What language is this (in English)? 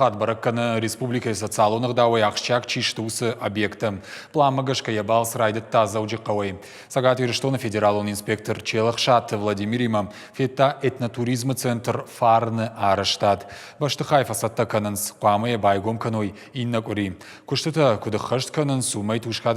Ossetic